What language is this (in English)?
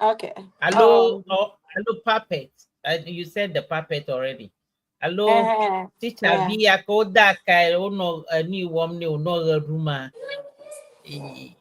Ewe